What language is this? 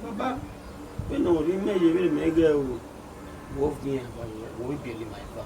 Bini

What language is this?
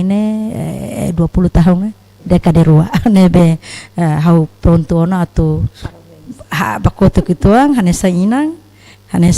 Tetum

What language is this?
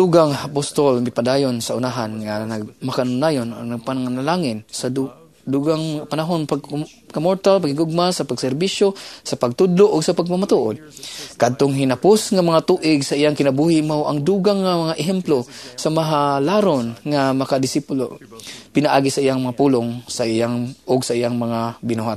Cebuano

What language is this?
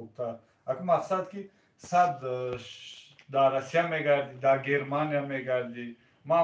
Tajik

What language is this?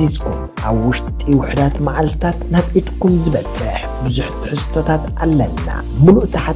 Tigrinya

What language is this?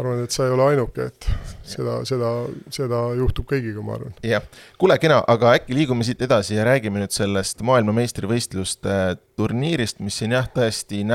Estonian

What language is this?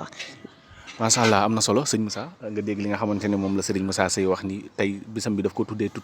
Wolof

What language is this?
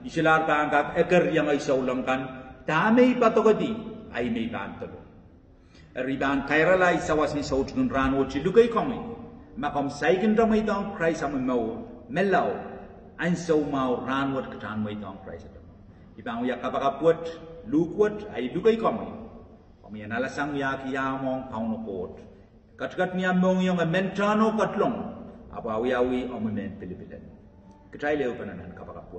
Pohnpeian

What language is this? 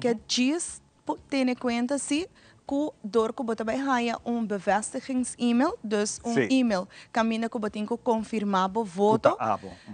Papiamento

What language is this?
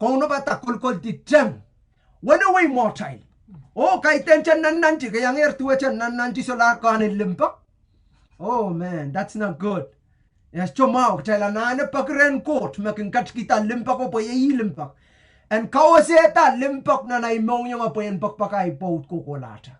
Pohnpeian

